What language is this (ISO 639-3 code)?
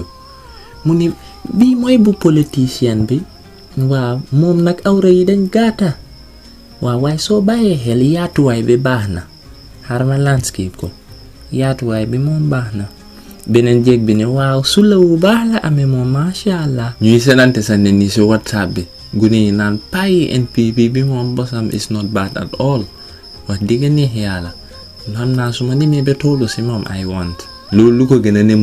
wol